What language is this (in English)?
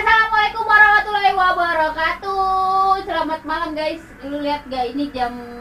Betawi